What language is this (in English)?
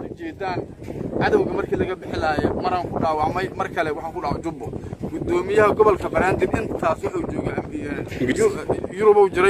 Somali